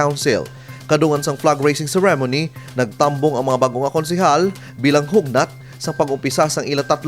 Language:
Hiligaynon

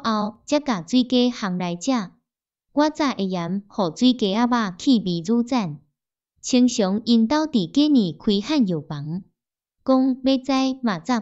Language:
Min Nan Chinese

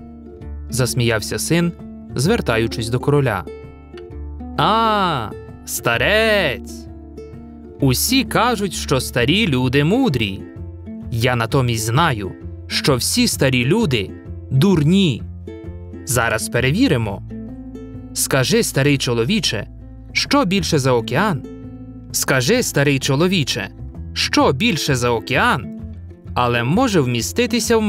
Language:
Ukrainian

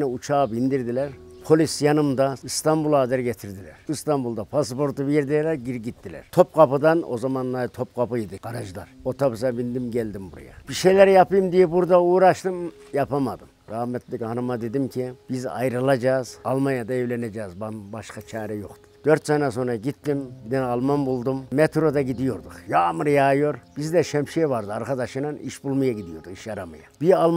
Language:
Turkish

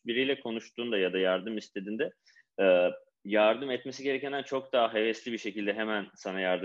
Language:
Turkish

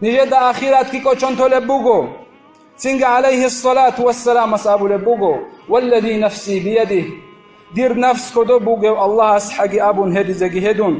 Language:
Avaric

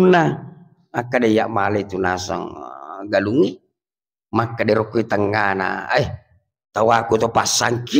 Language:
Buginese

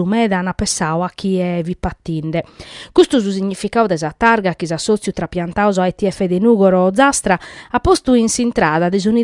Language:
Sardinian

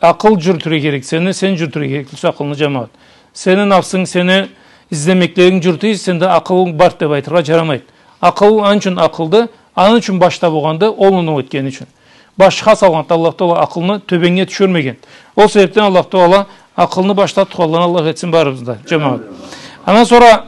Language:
Karachay-Balkar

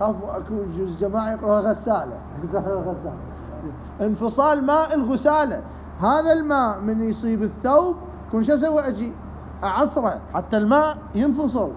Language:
Mesopotamian Arabic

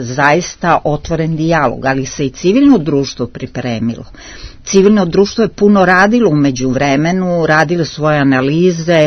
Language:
Serbian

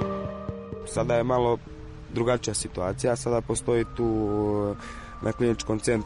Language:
Serbian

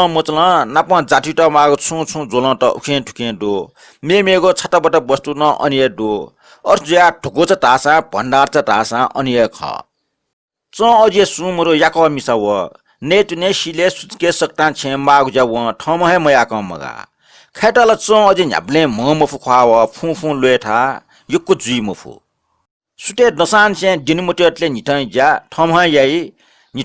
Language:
Newari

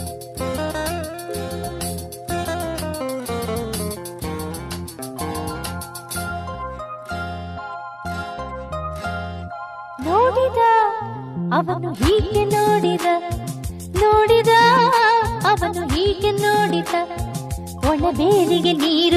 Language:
Kannada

